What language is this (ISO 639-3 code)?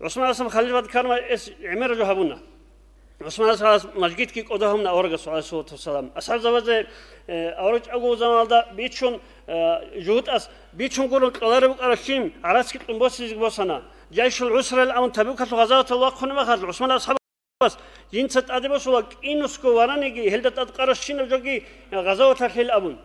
ava